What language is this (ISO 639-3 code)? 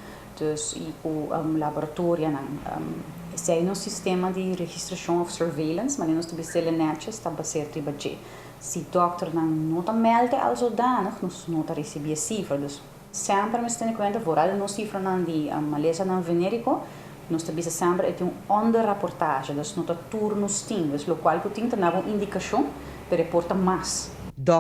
pap